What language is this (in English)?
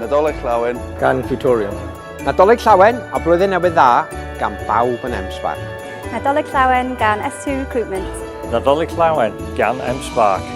Welsh